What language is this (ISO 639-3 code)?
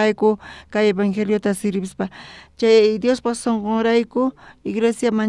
quh